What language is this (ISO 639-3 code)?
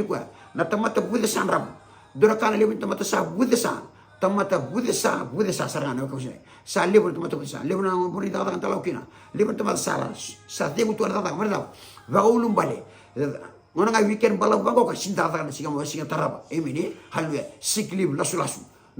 fij